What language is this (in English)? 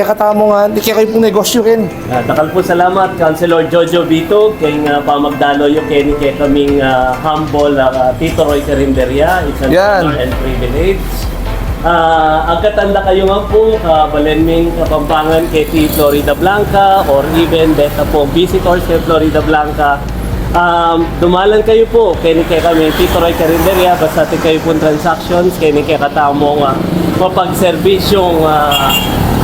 Pampanga